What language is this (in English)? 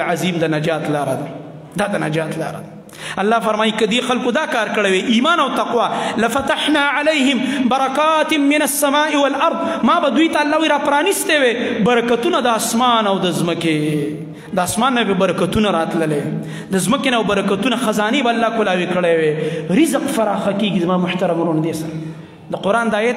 Pashto